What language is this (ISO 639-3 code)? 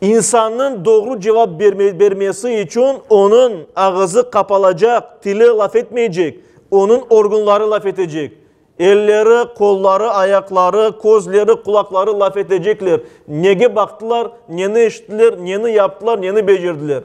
crh